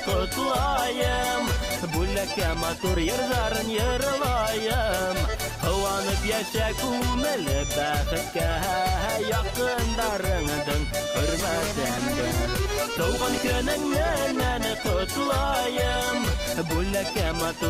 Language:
Bashkir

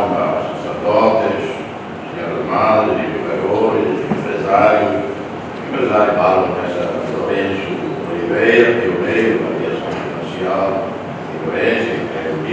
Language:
Tetum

